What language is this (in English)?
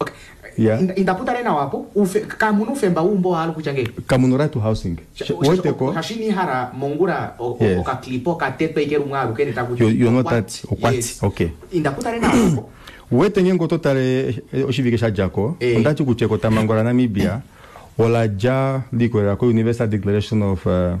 Kuanyama